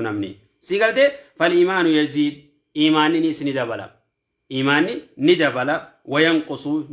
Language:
Oromo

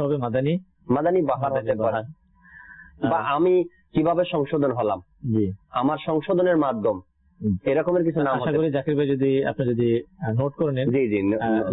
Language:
Bangla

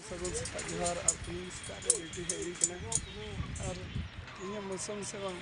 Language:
Santali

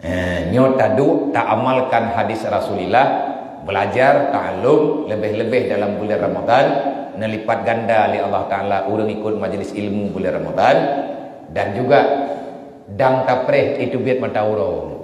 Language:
Achinese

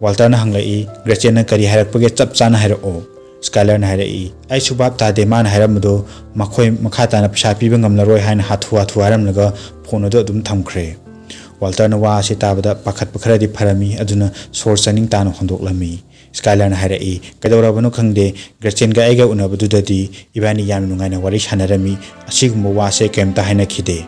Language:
Manipuri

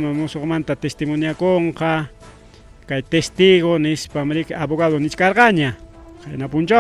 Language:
Ayacucho Quechua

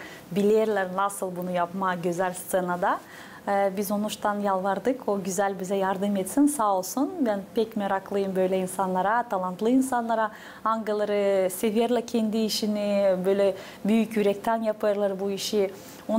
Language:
Gagauz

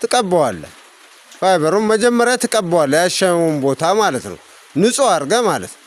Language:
Amharic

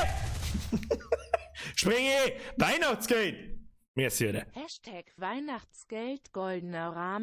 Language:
Bavarian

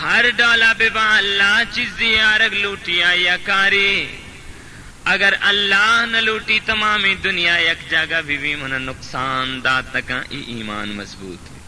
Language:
Baluchi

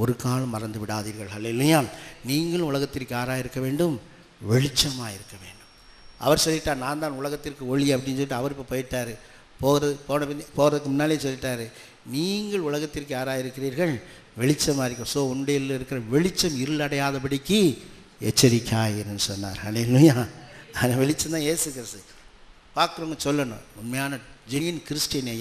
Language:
Tamil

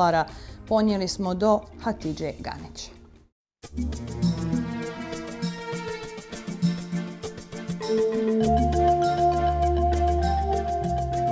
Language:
Bosnian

